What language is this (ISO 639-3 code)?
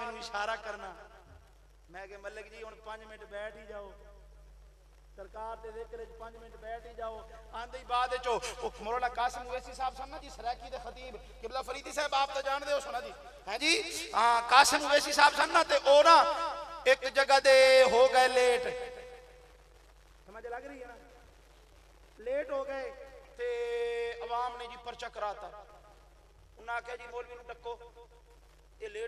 lah